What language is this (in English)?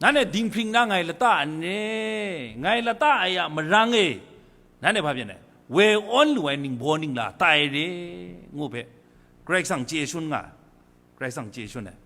Kachin